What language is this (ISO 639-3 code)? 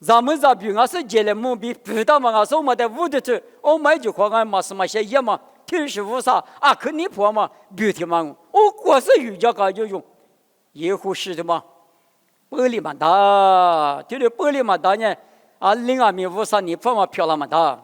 lis